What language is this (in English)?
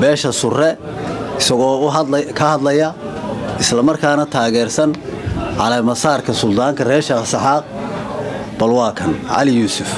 Somali